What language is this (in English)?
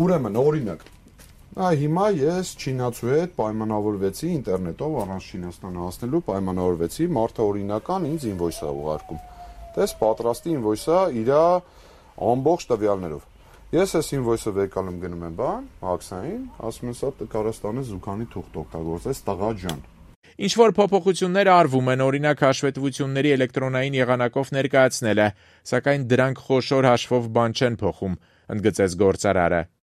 Armenian